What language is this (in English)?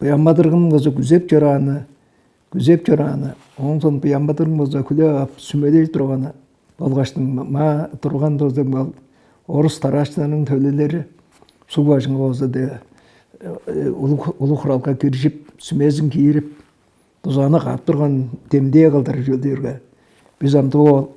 Tuvinian